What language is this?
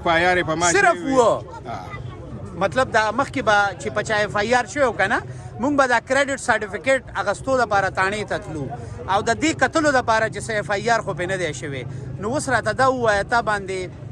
Pashto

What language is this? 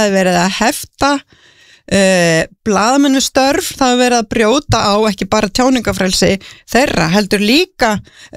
Icelandic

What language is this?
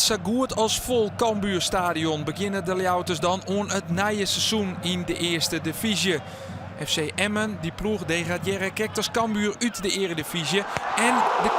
Western Frisian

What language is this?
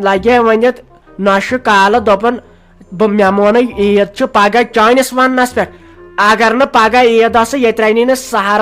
Kashmiri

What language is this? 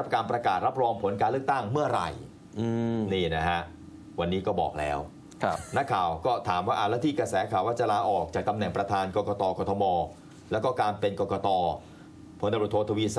Thai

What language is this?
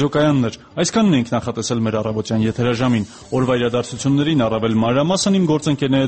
Armenian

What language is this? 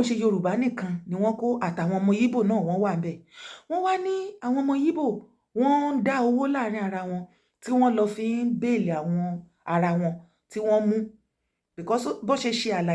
Yoruba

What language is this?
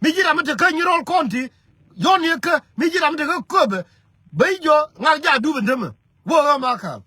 Nuer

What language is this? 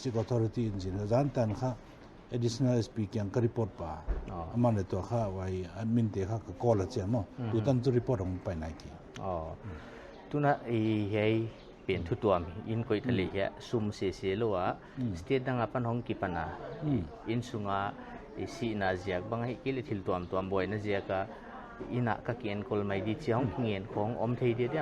Paite Chin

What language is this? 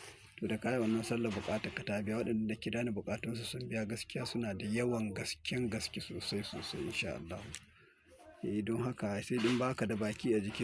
Hausa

